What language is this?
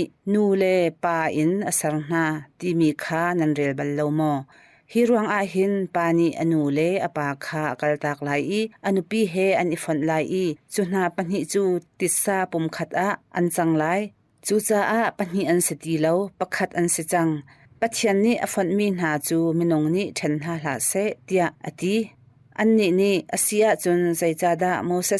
Hakha Chin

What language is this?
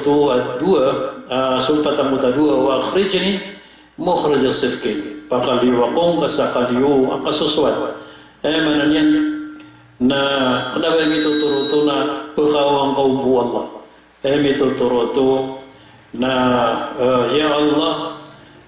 Maranao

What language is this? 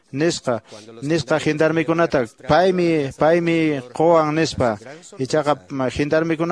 Quechua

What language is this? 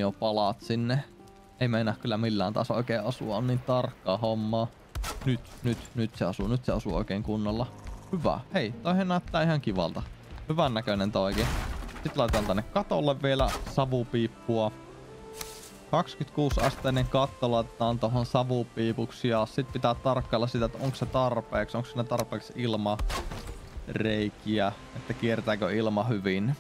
Finnish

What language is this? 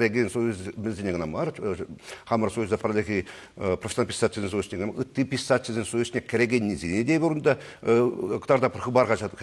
Chuvash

